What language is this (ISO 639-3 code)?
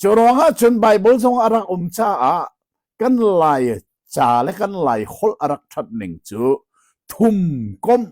cnh